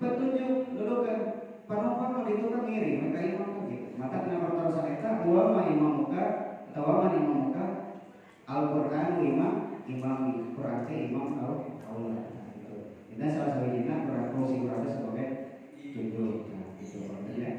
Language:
Sundanese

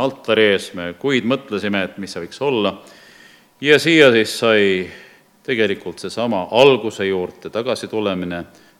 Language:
Estonian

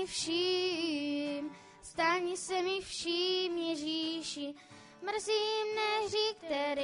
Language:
Czech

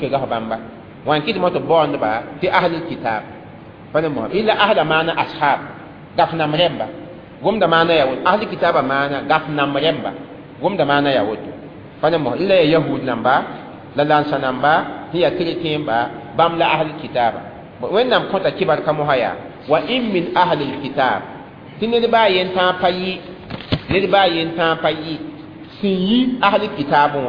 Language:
Mossi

